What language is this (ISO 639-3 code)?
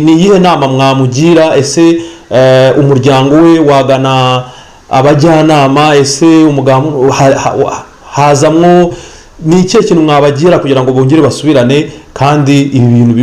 kin